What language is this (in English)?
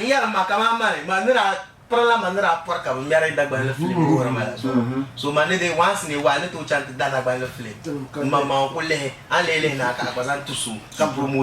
Dagbani